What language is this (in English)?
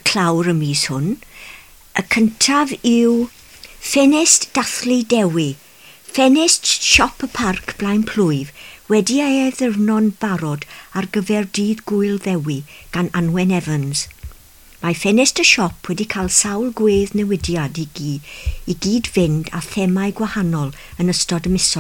Welsh